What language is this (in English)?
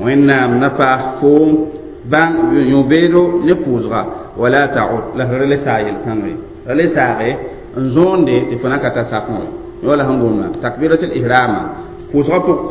Mossi